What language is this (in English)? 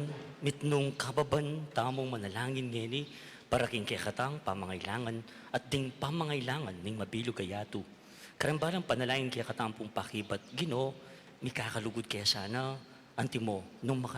Pampanga